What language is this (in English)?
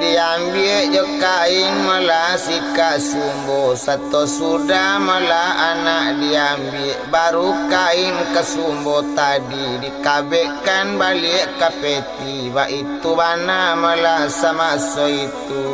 Minangkabau